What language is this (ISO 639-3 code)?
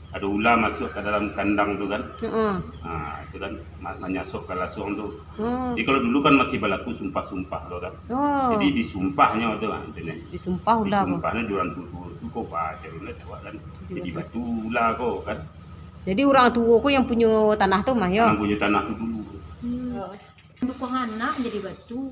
min